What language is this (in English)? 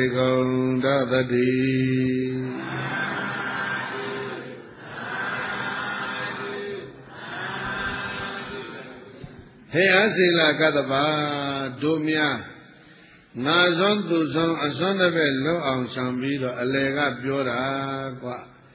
Burmese